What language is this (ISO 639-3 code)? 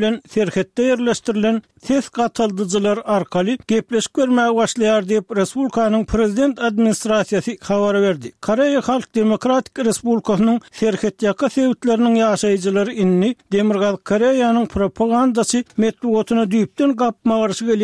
tuk